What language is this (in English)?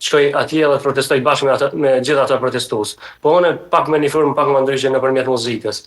Albanian